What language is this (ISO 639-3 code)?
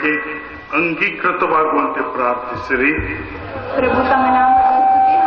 kan